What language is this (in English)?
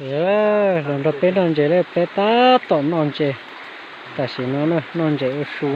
Hmong